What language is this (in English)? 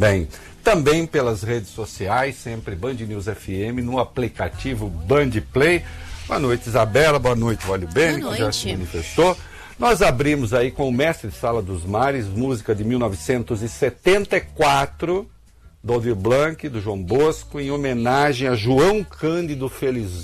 Portuguese